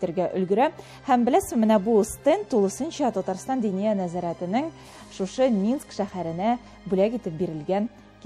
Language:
Tatar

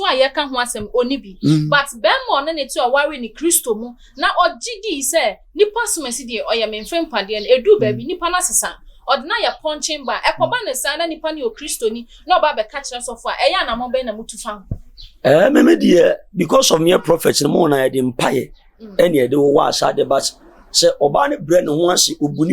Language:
Akan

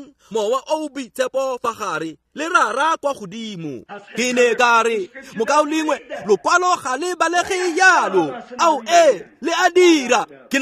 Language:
Tswana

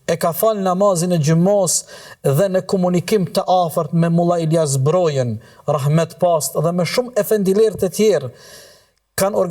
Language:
Albanian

